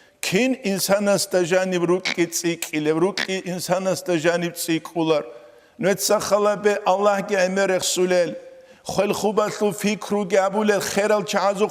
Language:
Avaric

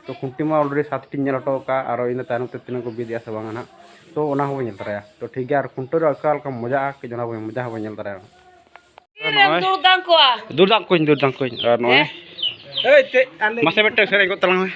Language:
Santali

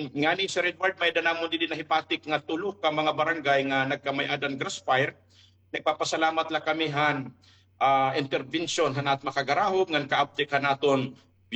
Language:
Waray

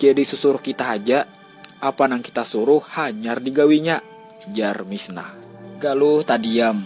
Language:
Banjar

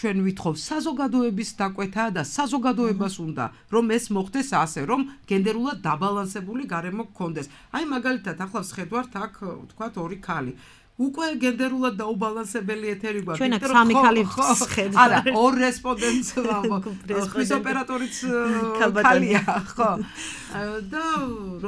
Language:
Georgian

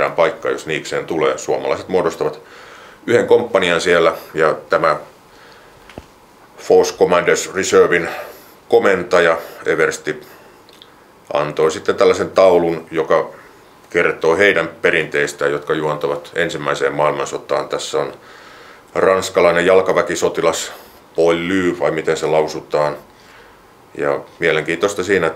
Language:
Finnish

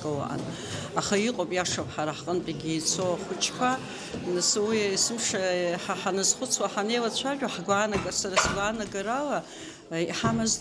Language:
Abkhazian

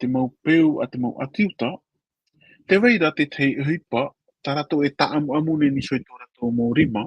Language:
Tahitian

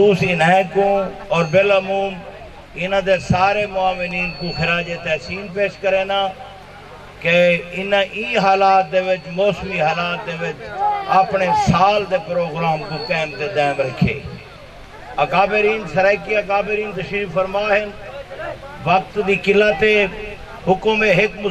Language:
Saraiki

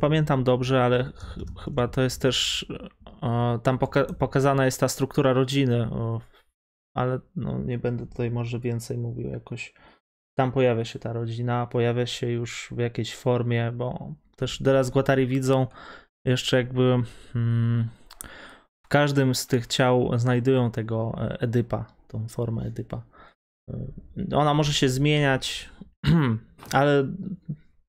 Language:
Polish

